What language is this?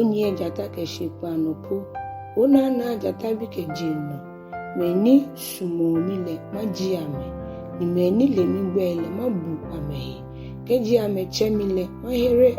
Ga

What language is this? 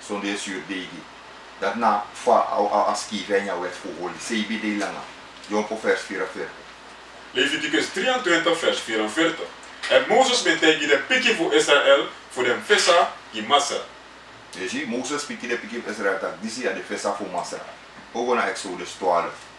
Sranan Tongo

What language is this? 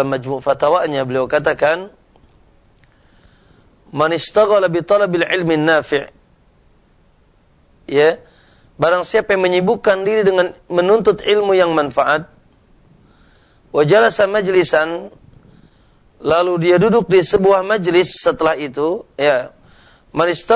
Indonesian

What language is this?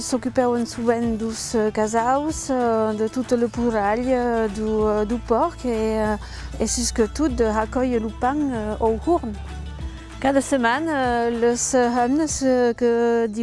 Occitan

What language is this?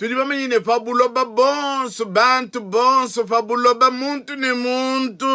Luba-Lulua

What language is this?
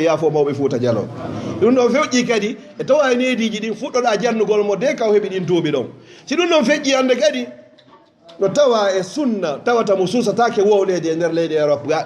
Fula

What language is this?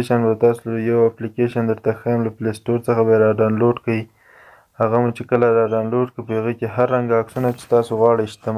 Pashto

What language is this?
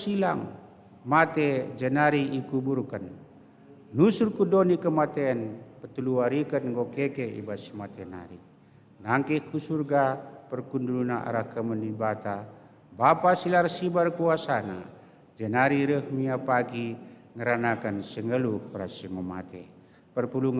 Batak Karo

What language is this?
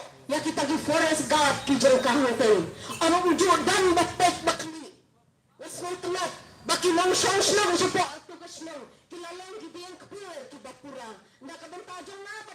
Khasi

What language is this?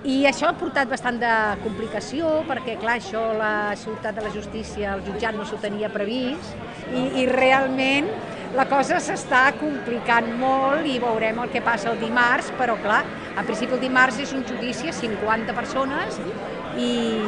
Catalan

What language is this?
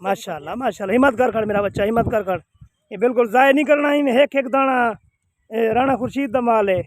Saraiki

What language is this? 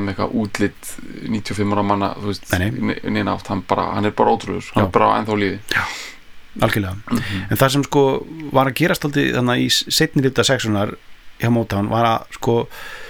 Icelandic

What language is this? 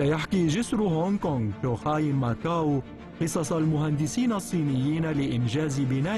Arabic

